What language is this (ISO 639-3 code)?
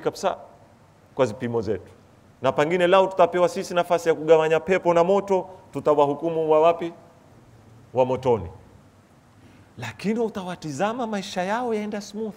swa